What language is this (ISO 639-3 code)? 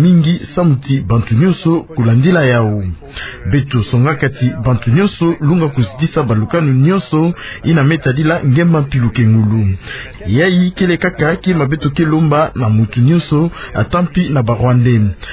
ktu